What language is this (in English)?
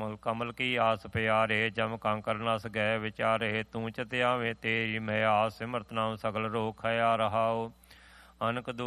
Punjabi